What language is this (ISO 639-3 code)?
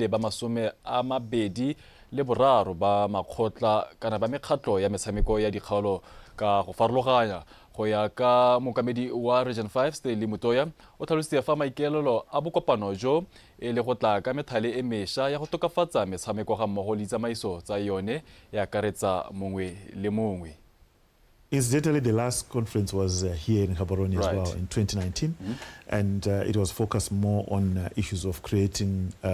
tsn